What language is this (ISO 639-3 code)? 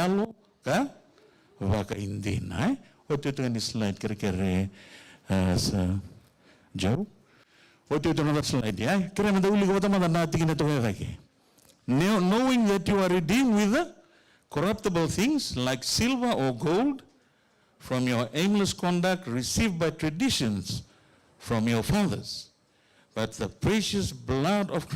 fij